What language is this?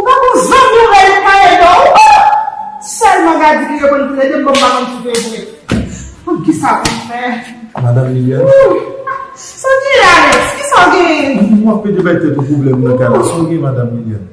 Haitian Creole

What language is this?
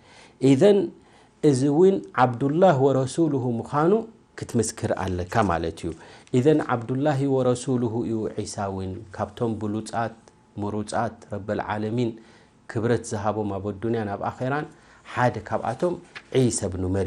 Tigrinya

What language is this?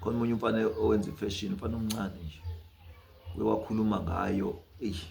Zulu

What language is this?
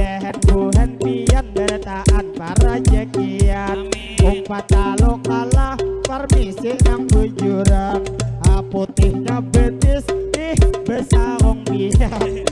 Banjar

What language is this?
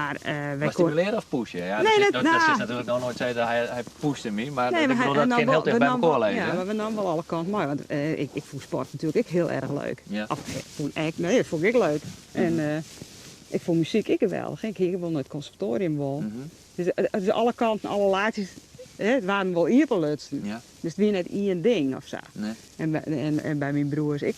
Western Frisian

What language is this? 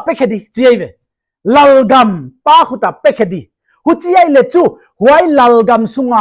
Paite Chin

